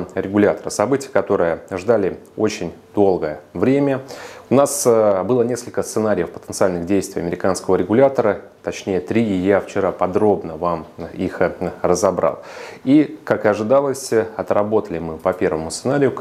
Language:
Russian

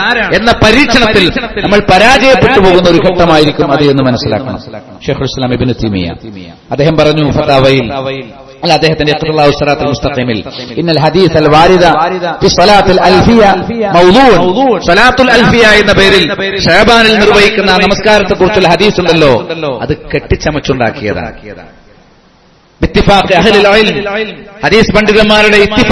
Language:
Malayalam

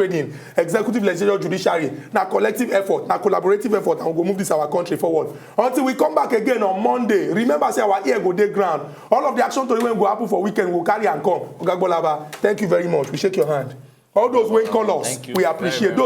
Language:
Nigerian Pidgin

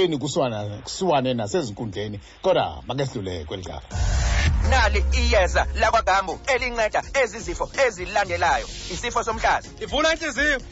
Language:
Xhosa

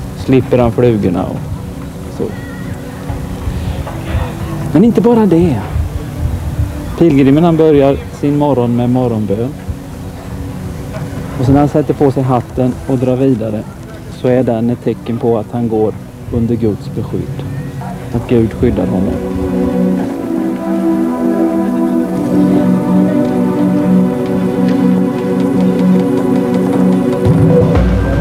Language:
Swedish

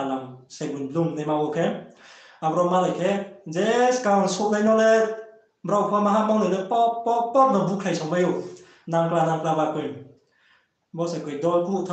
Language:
Riang (India)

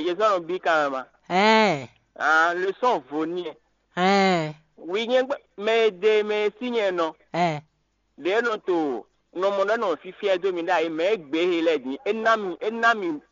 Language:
Fon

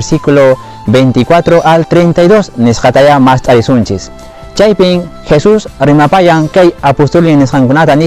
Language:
Quechua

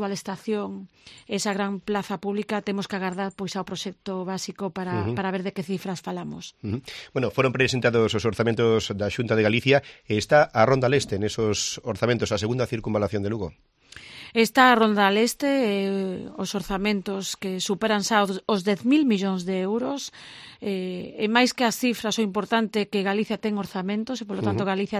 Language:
Galician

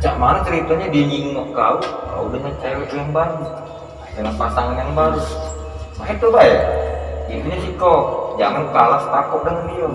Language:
Musi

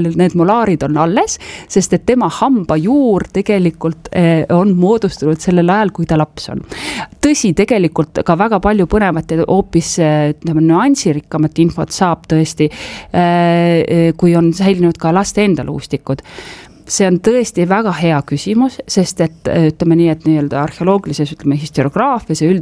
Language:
Estonian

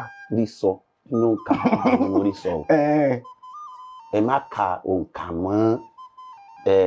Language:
Yoruba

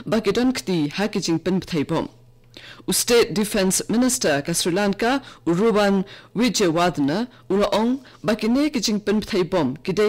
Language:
Khasi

